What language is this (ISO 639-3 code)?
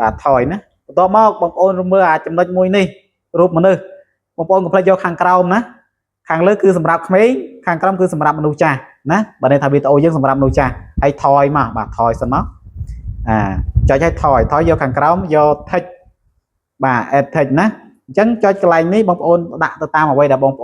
khm